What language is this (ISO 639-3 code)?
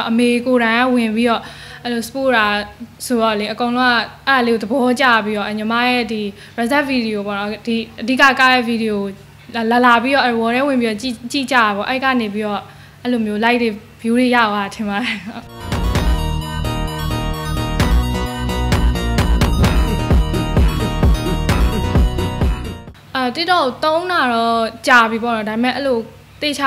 mya